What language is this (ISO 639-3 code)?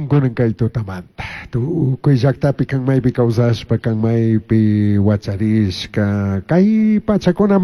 qug